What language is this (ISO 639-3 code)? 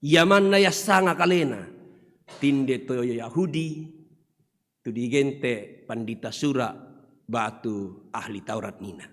sda